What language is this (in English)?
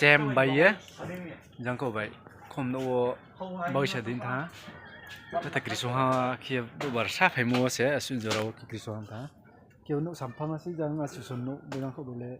Riang (India)